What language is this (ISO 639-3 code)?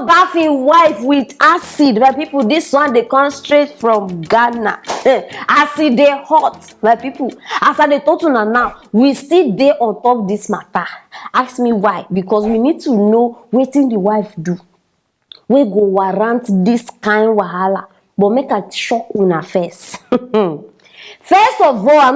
pcm